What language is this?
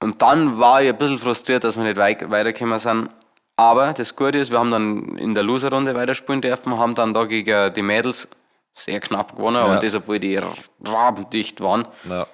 Bavarian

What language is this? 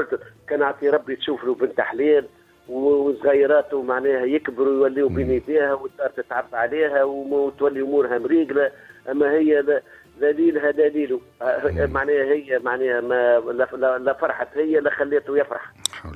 Tunisian Arabic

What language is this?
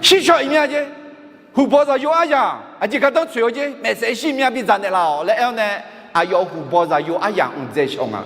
Akha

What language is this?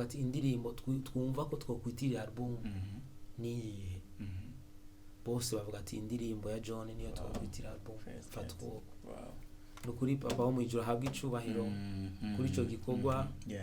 Rundi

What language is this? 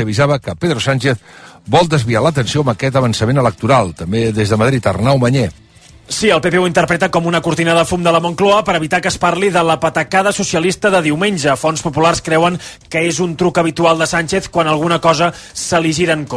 Catalan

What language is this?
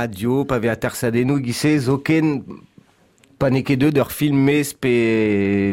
Breton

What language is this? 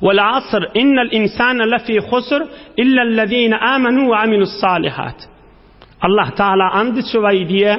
Turkmen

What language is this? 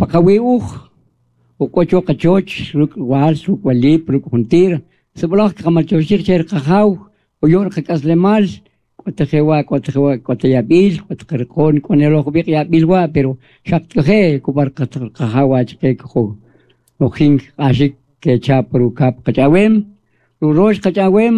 Kʼicheʼ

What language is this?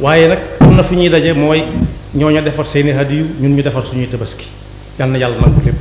Wolof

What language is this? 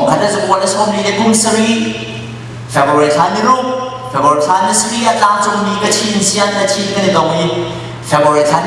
Hakha Chin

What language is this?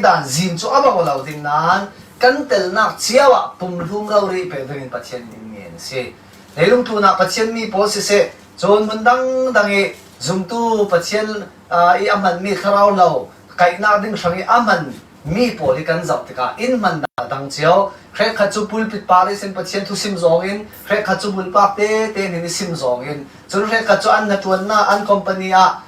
Falam Chin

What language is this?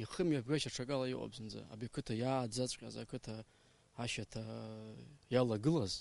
Abkhazian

